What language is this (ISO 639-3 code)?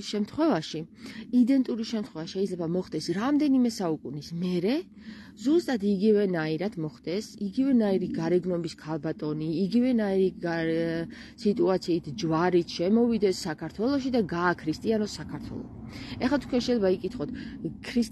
kat